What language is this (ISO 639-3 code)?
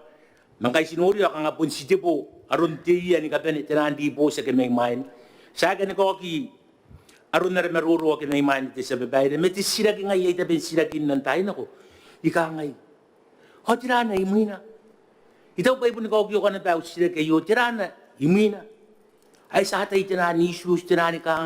gil